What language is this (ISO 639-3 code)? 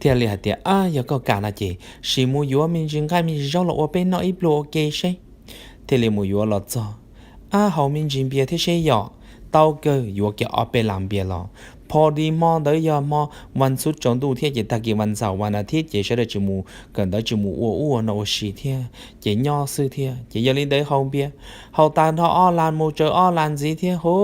hmn